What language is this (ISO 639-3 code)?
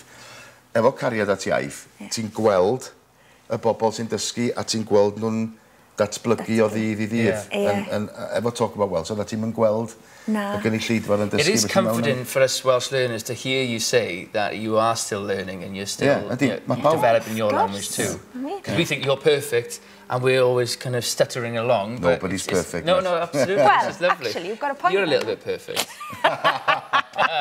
cym